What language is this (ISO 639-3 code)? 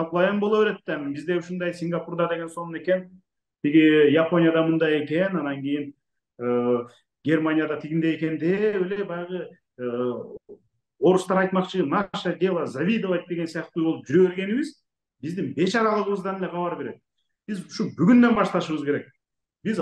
kir